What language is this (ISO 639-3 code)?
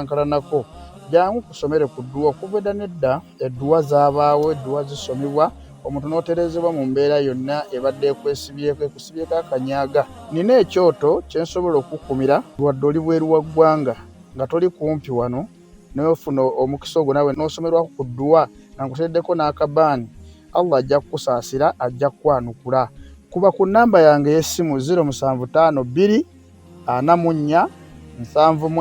lug